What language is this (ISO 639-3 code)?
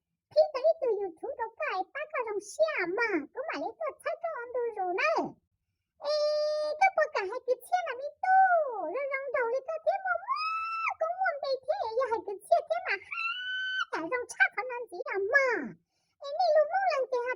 hmn